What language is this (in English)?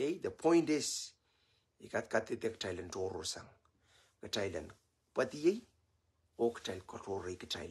Pohnpeian